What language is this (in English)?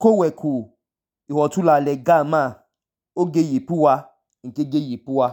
Idoma